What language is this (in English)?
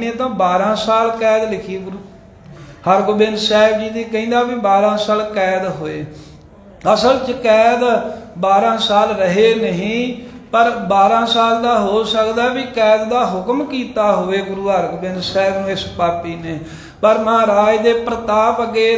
Punjabi